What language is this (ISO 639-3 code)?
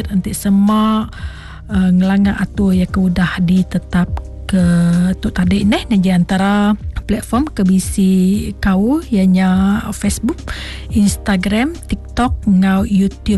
iba